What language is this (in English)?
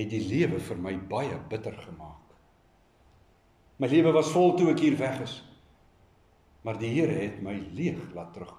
Afrikaans